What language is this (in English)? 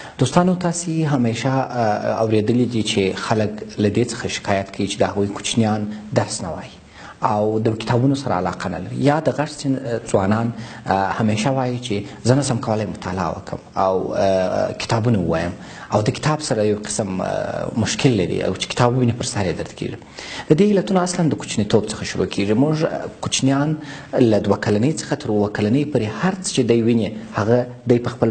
Pashto